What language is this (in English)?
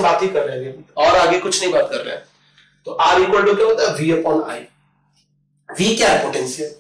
Hindi